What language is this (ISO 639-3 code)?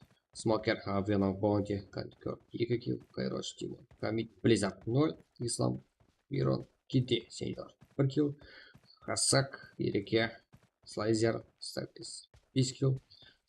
kaa